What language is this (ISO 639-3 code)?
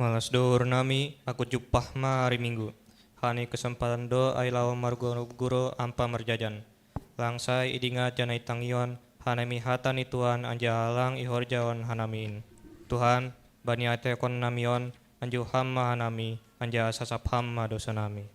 bts